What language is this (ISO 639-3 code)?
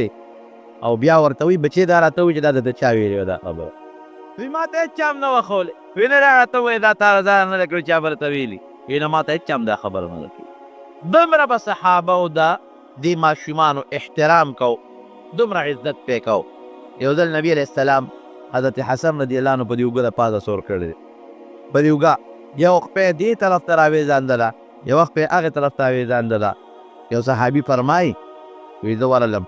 pus